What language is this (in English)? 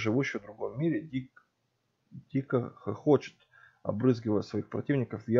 Russian